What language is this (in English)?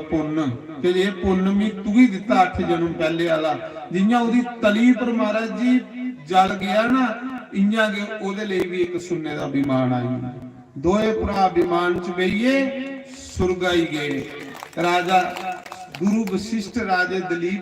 Dogri